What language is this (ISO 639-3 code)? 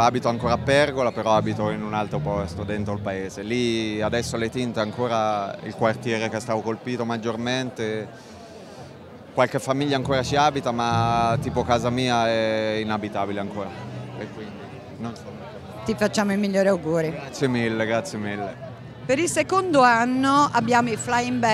ita